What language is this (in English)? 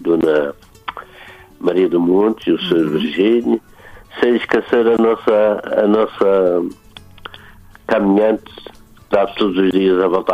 Portuguese